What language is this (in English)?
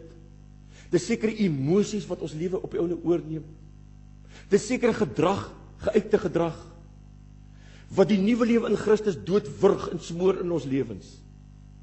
Afrikaans